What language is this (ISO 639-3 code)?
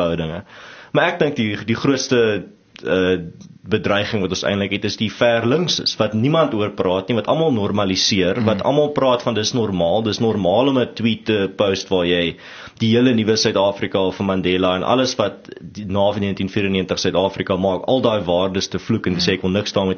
afr